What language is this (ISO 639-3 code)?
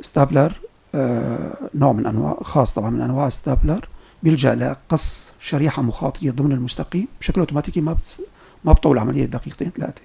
apc